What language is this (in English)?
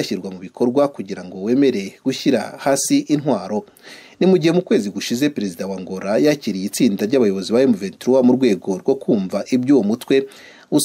Kinyarwanda